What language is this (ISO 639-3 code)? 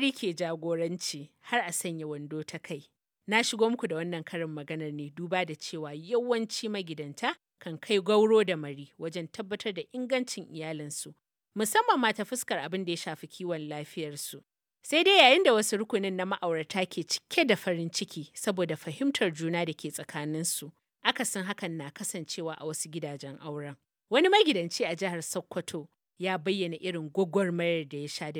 hau